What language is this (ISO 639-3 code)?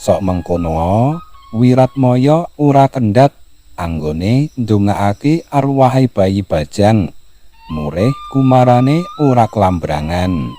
jav